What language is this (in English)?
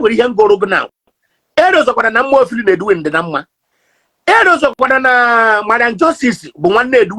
Igbo